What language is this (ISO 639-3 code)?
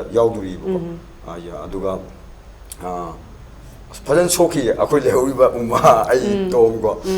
mni